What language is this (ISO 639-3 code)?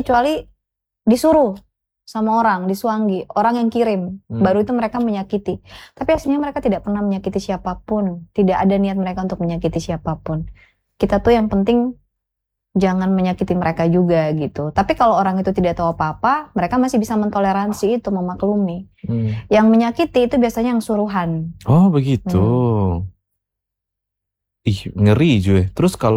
ind